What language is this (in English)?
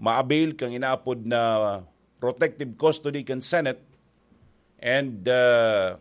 Bikol